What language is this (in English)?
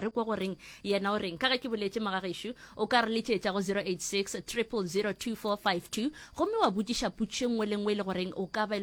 Northern Sotho